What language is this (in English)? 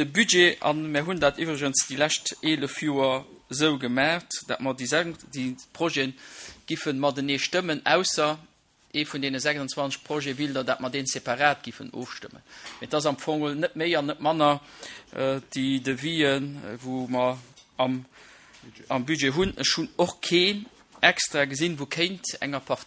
Luxembourgish